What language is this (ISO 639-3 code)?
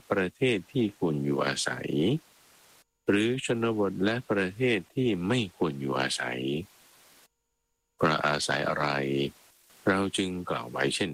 tha